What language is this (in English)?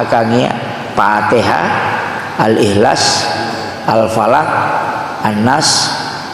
Buginese